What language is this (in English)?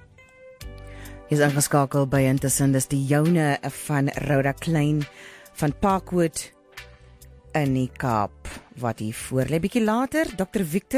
Afrikaans